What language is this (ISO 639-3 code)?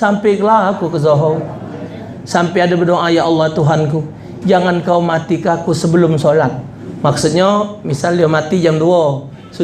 mui